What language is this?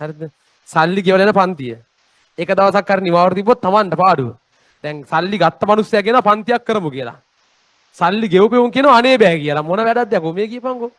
Sinhala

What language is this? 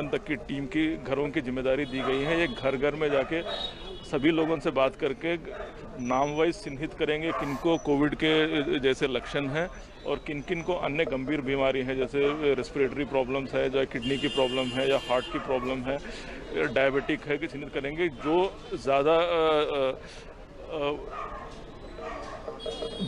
Hindi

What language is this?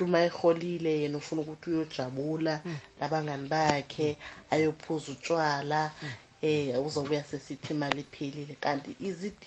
South Ndebele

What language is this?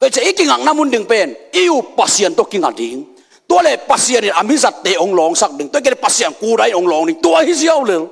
Tedim Chin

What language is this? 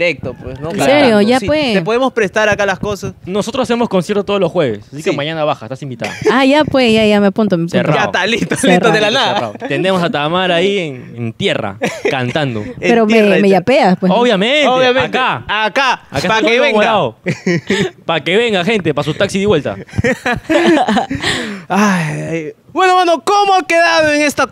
Spanish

